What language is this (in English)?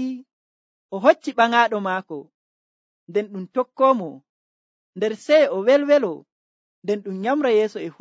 Nigerian Fulfulde